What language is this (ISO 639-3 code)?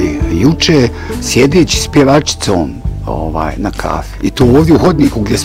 bos